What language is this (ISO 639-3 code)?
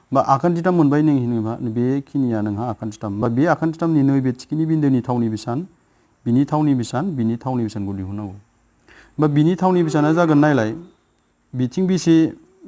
brx